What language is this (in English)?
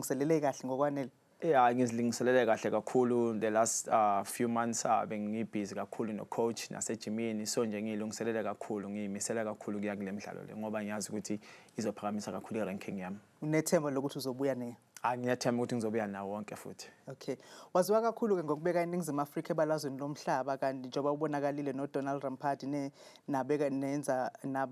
Zulu